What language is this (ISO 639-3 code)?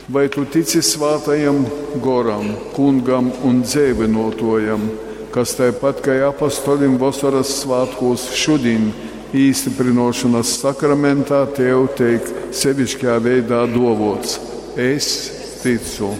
ltg